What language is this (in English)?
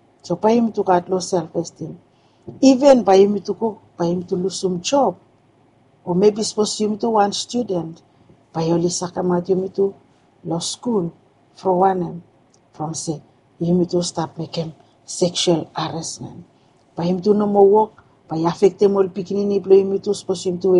Bislama